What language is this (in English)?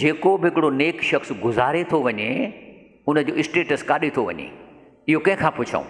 Sindhi